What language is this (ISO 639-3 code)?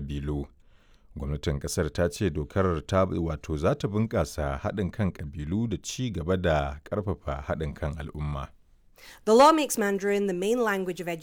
hau